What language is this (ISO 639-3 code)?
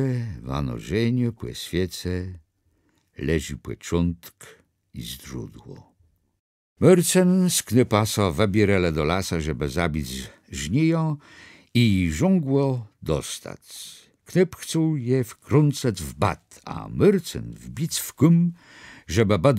csb